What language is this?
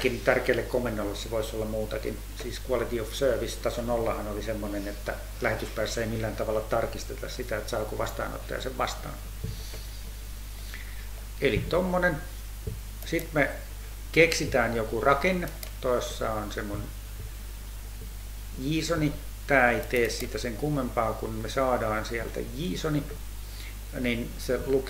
Finnish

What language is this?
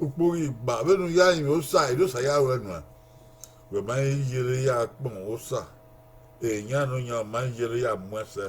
Bini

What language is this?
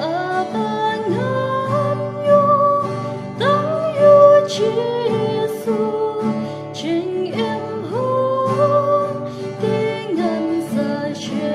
Khasi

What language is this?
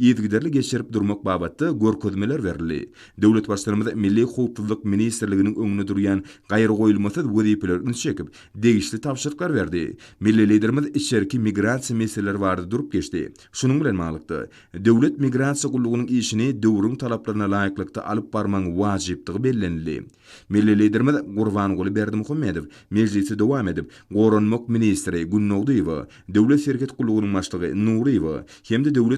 Turkmen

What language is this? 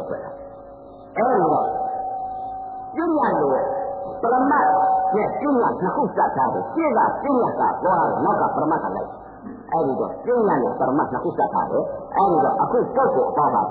Burmese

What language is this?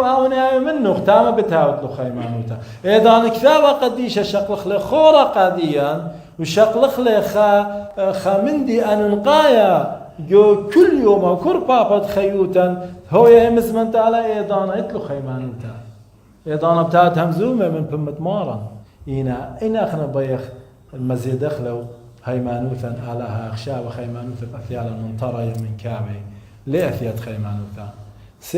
Assyrian Neo-Aramaic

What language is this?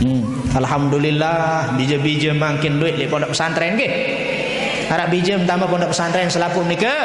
Sasak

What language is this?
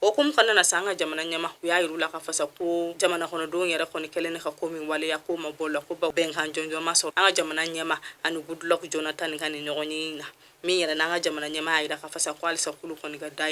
Bambara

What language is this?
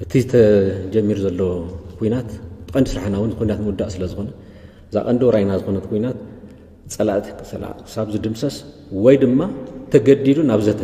Tigrinya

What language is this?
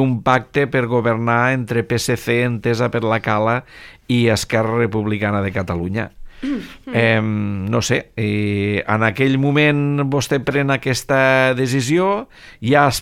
Catalan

